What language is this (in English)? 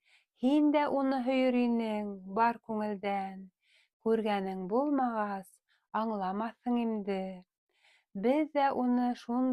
Bashkir